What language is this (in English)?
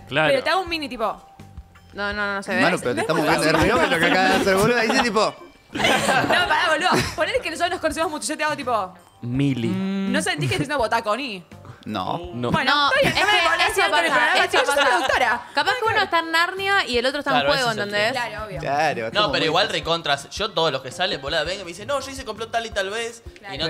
Spanish